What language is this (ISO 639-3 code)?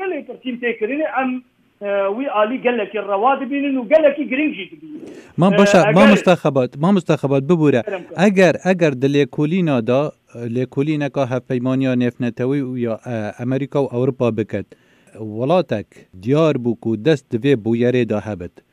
kur